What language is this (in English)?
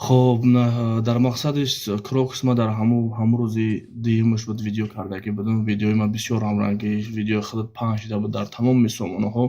Tajik